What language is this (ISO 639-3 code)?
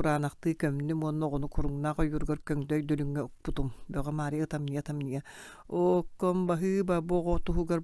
sah